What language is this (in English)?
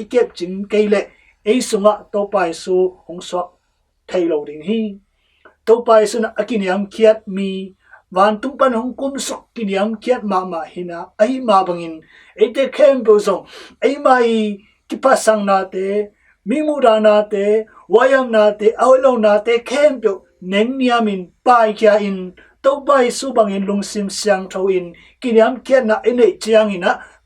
Tedim Chin